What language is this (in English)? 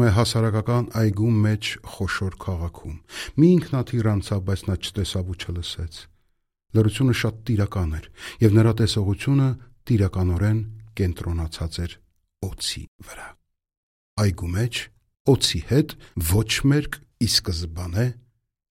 Armenian